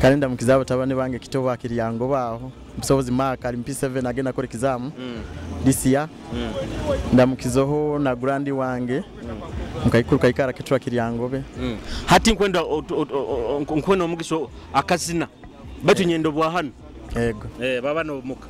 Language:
Nyoro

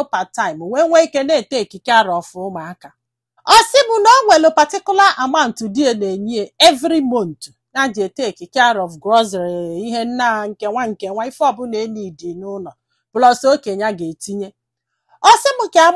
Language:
Igbo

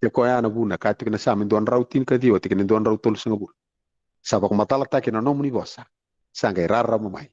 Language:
Fijian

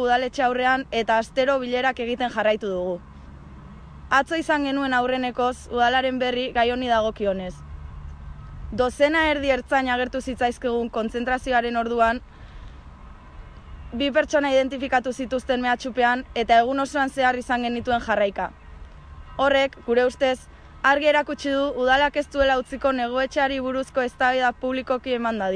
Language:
Basque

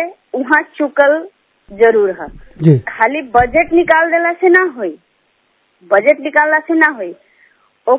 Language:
Bhojpuri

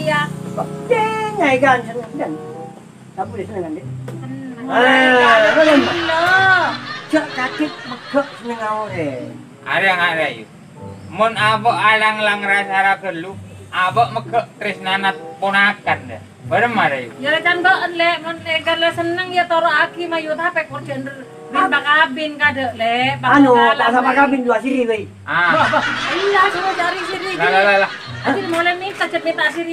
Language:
Madurese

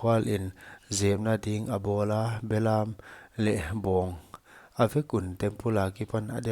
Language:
Paite Chin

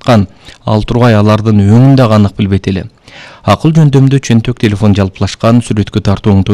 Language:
Kyrgyz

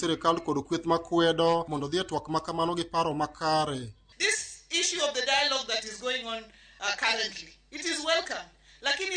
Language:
Luo (Kenya and Tanzania)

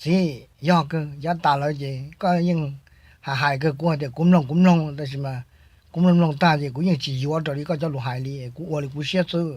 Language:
Hmong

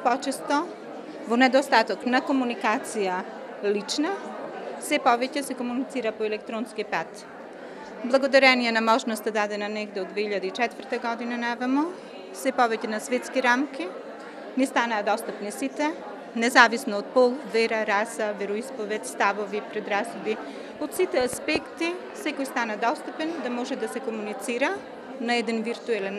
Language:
Macedonian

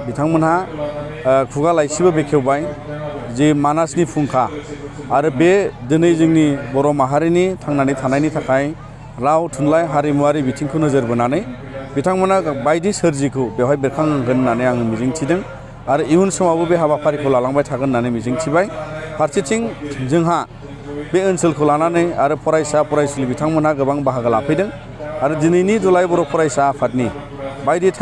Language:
Bodo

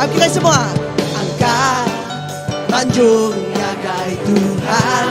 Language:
Iban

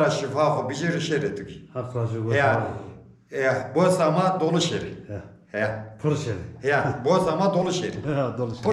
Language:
Zaza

